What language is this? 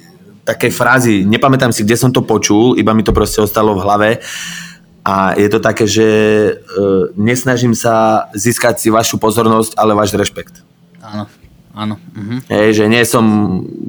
Slovak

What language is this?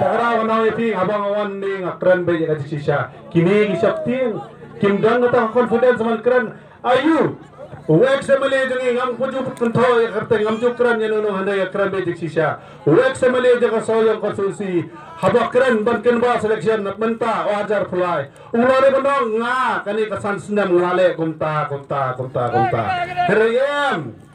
Khasi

